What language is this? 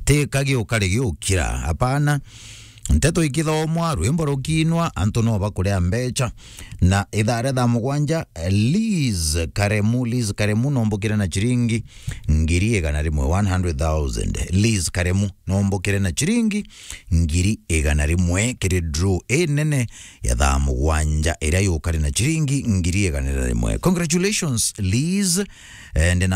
Meru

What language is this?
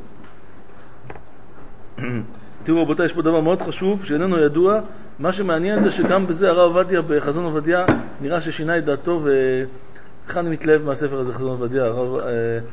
Hebrew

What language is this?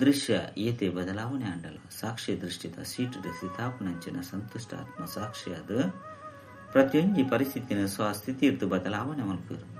Tulu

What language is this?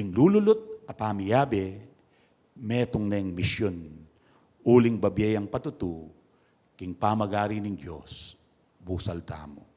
Pampanga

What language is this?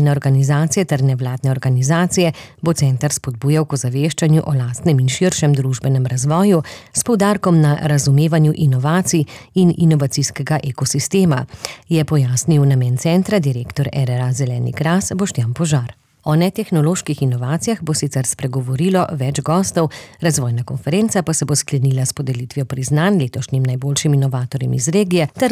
Slovenian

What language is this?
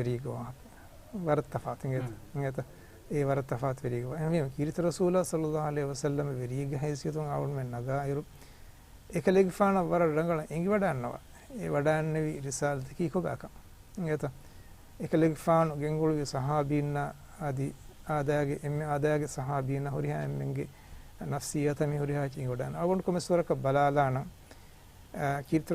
Divehi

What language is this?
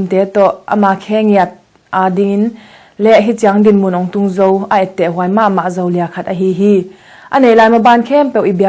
Tedim Chin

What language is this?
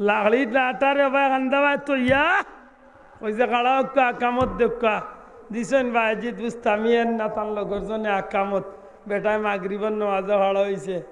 Sylheti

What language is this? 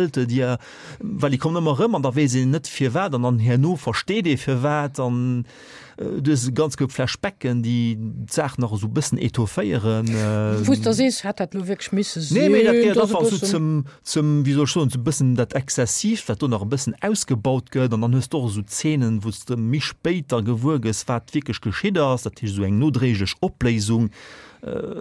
Luxembourgish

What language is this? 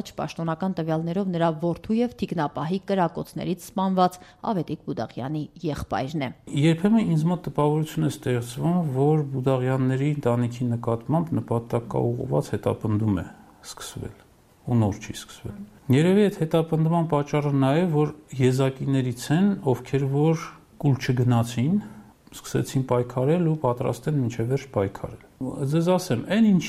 Armenian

